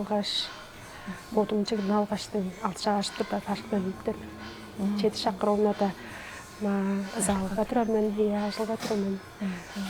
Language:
Tuvinian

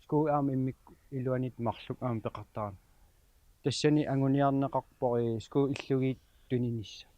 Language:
Kalaallisut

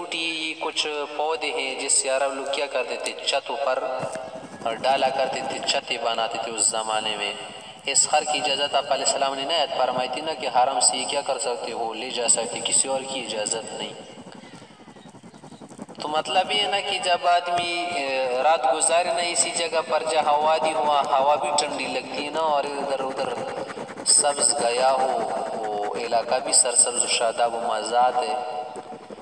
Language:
Urdu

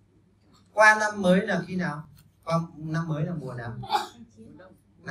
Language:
Vietnamese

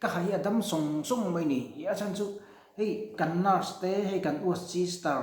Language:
Mizo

